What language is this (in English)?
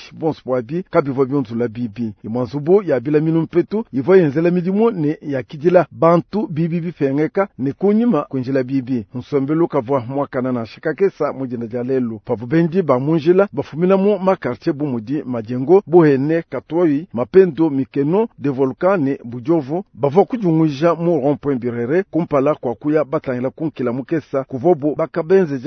Luba-Lulua